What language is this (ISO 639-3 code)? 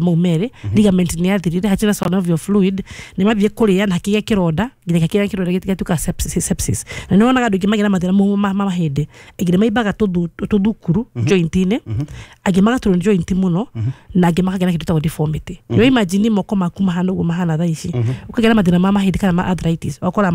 kik